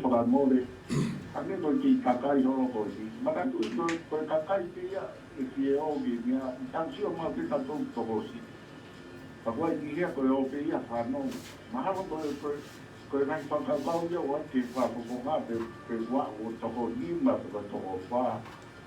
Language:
Tongan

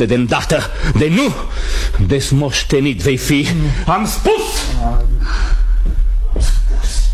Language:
Romanian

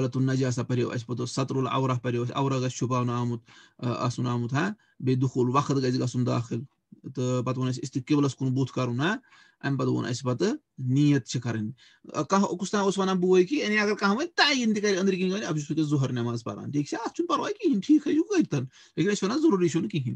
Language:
Kashmiri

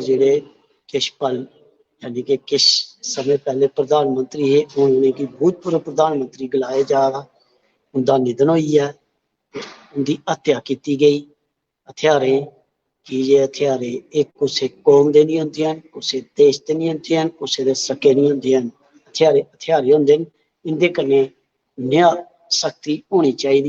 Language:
Dogri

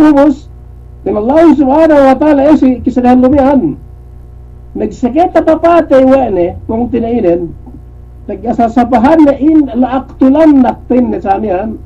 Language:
Yakan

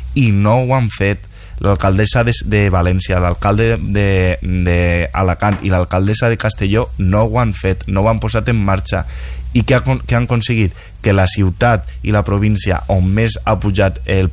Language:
Catalan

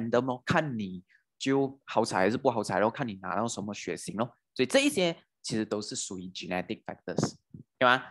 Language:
Chinese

